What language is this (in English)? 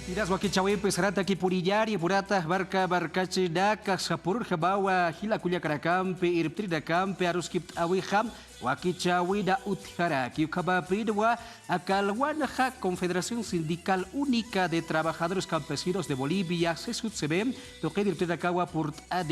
Aymara